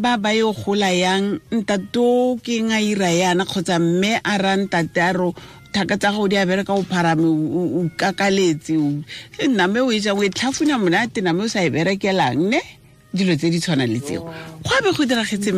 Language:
Tswana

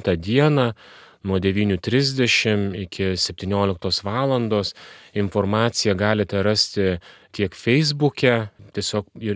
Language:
Lithuanian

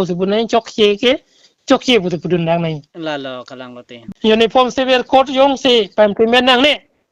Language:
Karbi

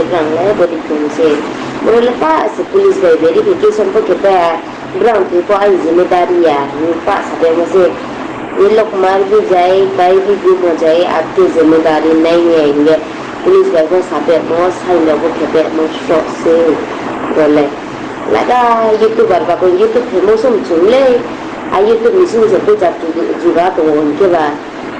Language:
Riang (India)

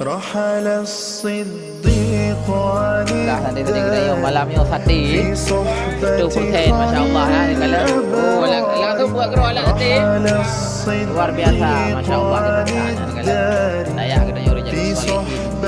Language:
Achinese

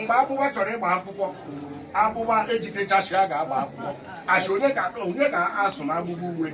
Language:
Igbo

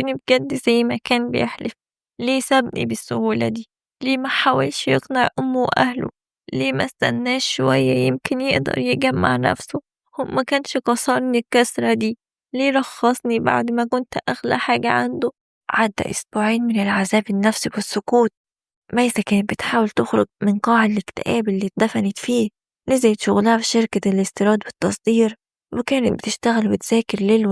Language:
Egyptian Arabic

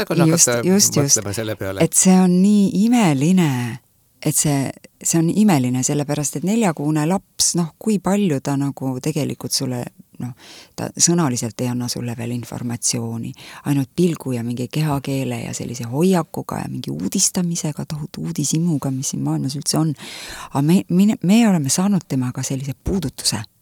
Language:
Estonian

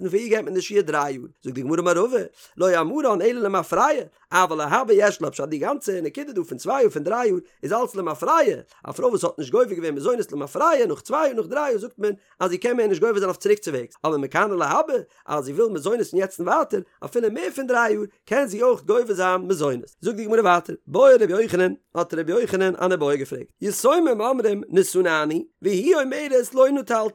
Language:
Yiddish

